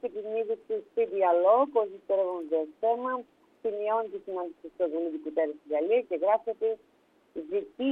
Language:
Greek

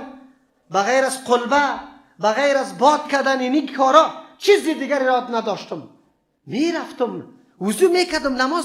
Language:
Persian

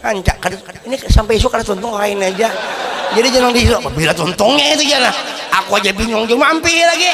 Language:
Banjar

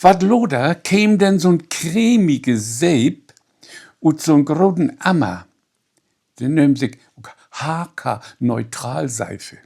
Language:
Low German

